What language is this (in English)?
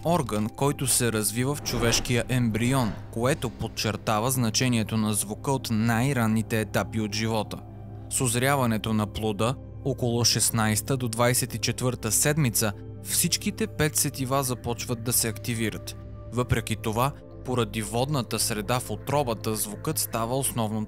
Bulgarian